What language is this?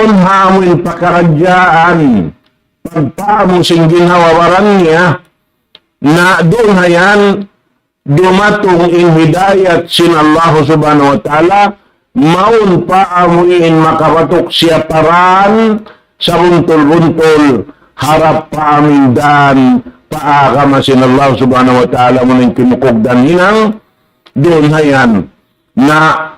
Tausug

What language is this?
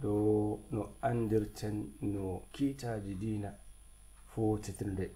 Nigerian Fulfulde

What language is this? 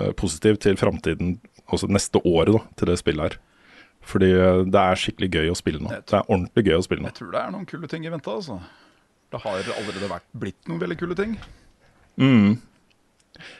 Norwegian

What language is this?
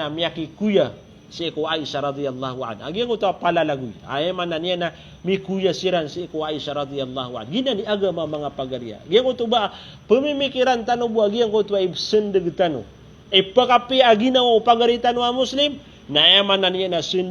Maranao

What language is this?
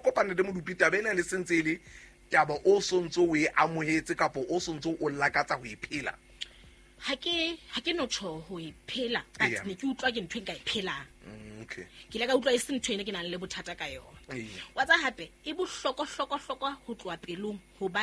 Southern Sotho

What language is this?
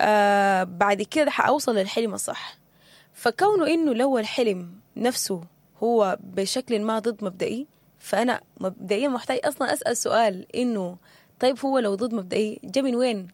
Sudanese Arabic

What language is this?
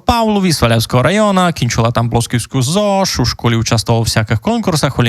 Rusyn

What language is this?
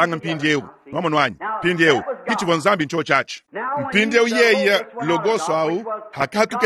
Luba-Lulua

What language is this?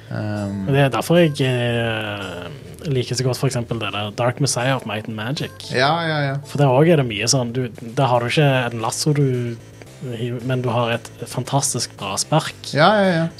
Norwegian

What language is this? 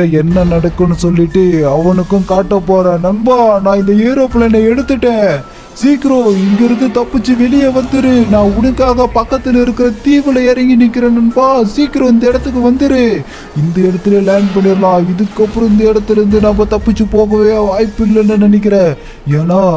Tamil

